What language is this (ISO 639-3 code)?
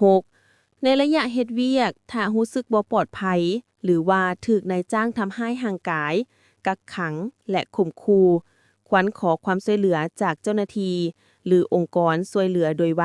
lao